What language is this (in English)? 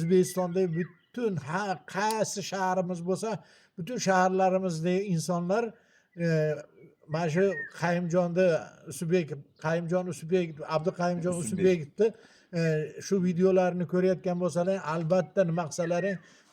Uzbek